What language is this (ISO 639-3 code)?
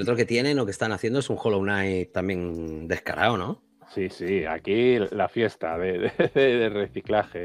spa